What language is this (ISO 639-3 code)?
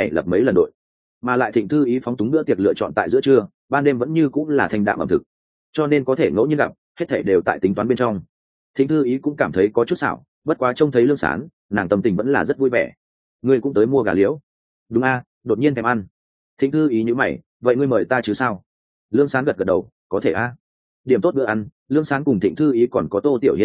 vie